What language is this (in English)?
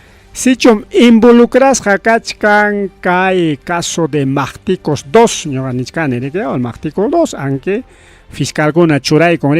Ayacucho Quechua